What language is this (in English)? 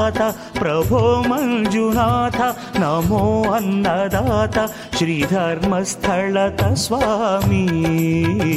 Kannada